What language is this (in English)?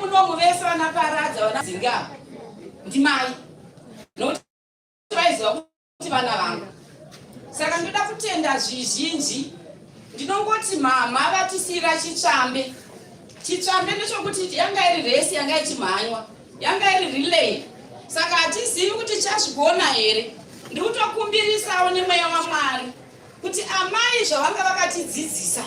Shona